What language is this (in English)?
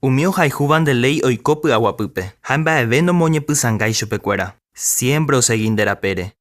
Guarani